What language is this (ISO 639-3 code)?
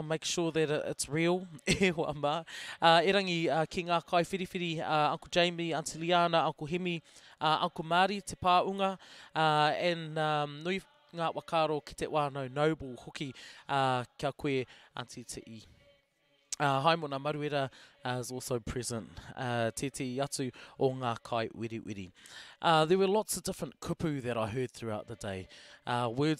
mri